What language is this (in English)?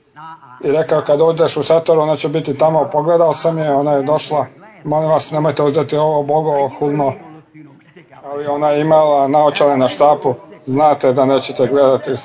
Croatian